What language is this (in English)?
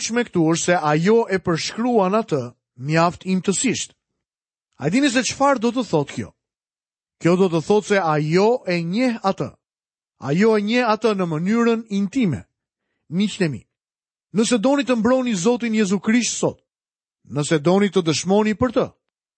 Albanian